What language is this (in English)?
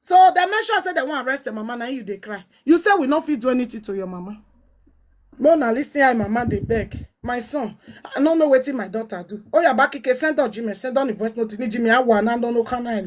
Nigerian Pidgin